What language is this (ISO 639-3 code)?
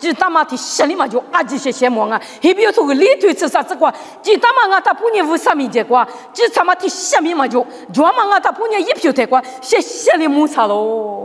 lis